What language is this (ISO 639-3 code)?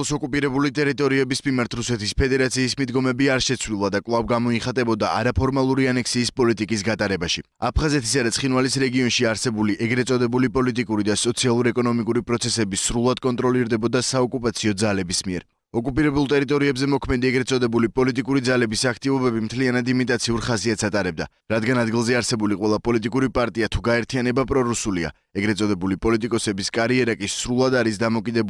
kat